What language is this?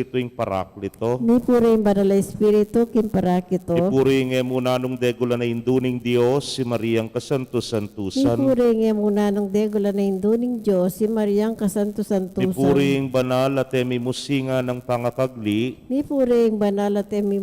Pampanga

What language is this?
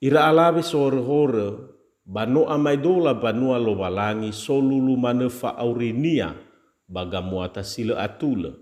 Nias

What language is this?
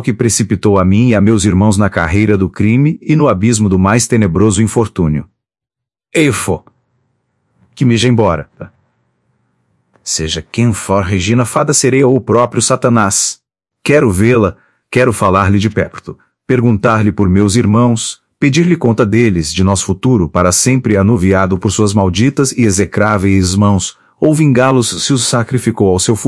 Portuguese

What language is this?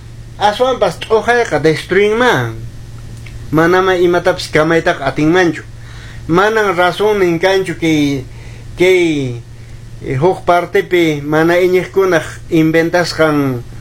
Quechua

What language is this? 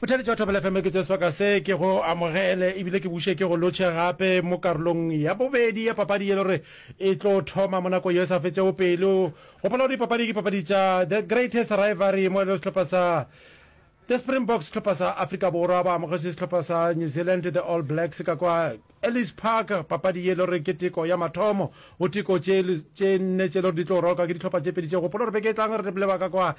Northern Sotho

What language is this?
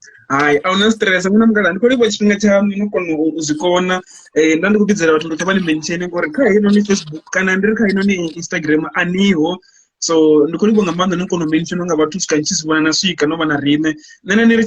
Venda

